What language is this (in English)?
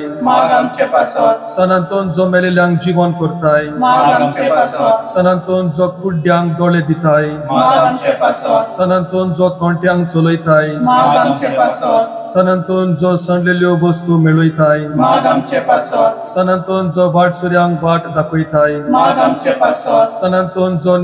Konkani